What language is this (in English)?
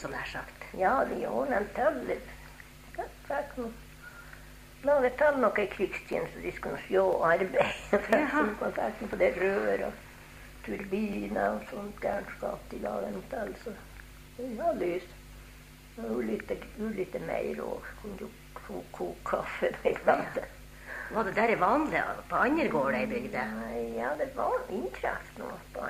Norwegian